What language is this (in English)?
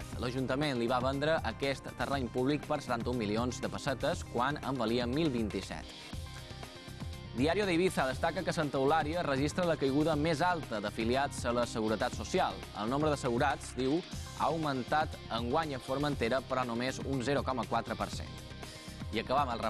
Catalan